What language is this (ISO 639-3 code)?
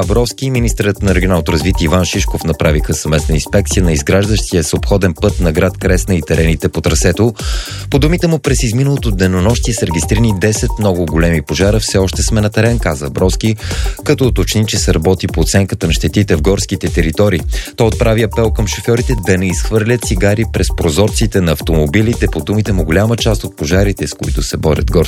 bul